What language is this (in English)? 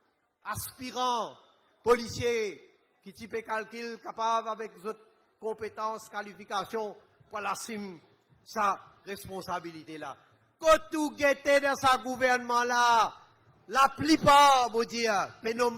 Morisyen